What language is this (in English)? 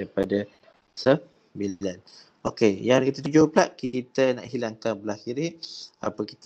Malay